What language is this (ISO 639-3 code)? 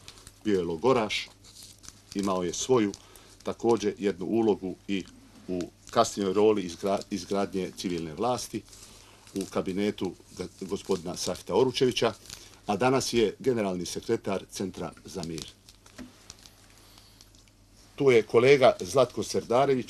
bos